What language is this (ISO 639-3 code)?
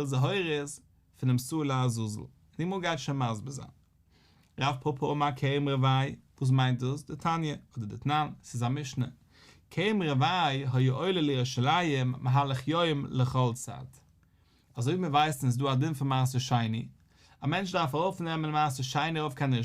yid